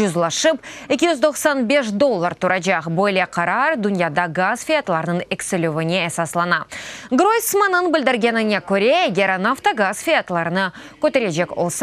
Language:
Crimean Tatar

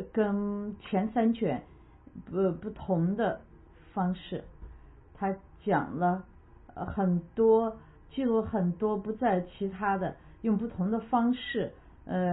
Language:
Chinese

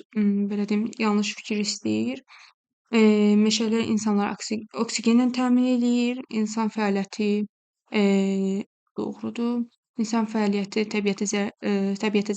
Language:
Azerbaijani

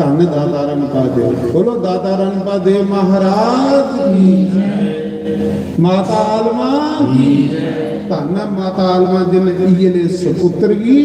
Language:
Dogri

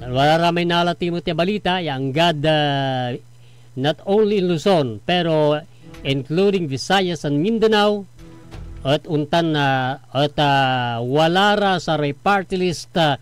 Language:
Pangasinan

